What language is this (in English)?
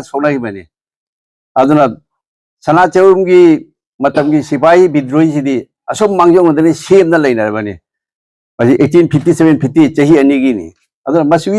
Manipuri